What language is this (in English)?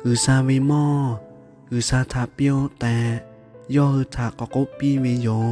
Lahu